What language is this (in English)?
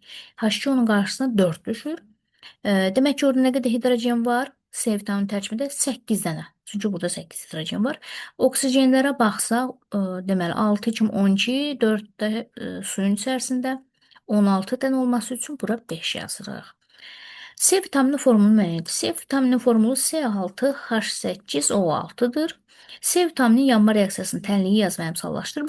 Azerbaijani